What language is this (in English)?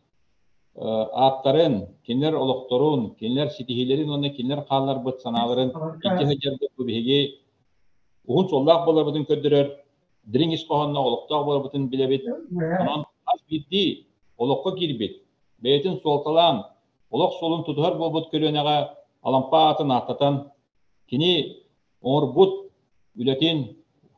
Yakut